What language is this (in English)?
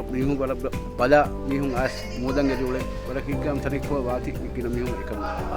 Divehi